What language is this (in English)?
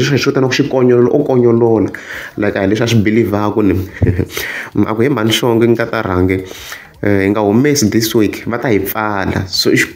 Tsonga